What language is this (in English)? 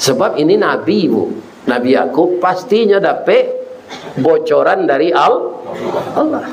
Minangkabau